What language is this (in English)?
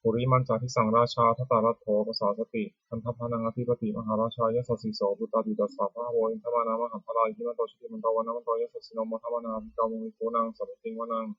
Pali